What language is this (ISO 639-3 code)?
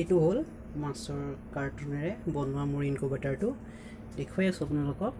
asm